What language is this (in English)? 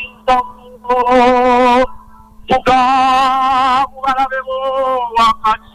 Kinyarwanda